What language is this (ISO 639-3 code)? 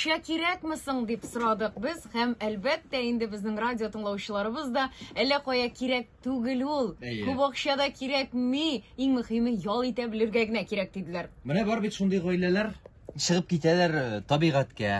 tat